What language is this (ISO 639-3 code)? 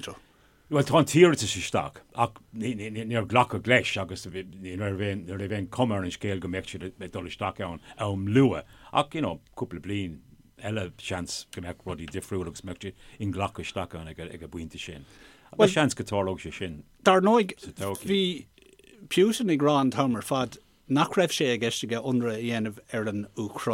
gle